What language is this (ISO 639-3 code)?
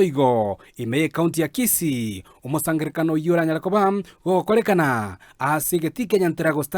guz